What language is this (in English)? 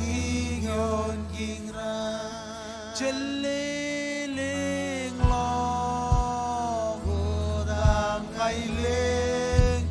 Marshallese